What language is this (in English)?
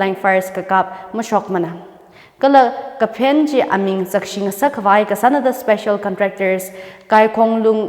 Tangkhul Naga (India)